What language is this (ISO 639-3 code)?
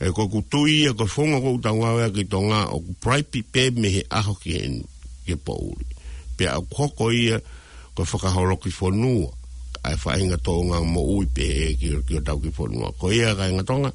ton